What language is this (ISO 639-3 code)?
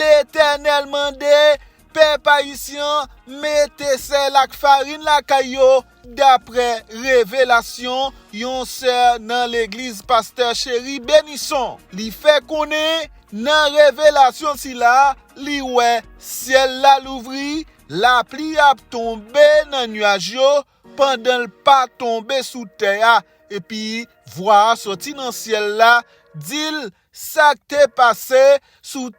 hat